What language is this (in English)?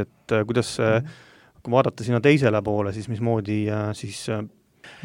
Estonian